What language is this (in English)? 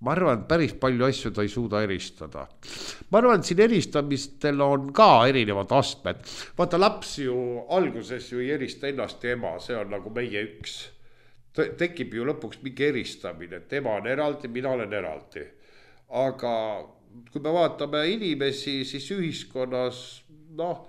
Estonian